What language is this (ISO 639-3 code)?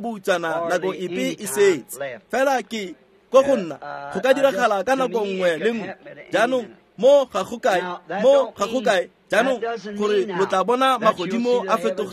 tsn